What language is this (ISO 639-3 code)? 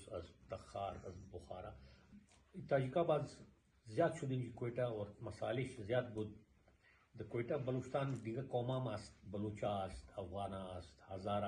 fas